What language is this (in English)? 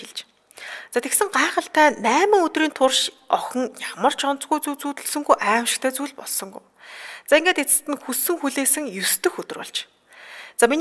Mongolian